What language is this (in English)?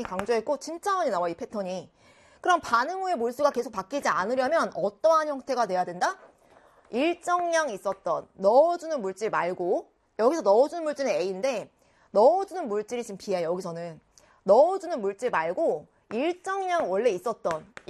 Korean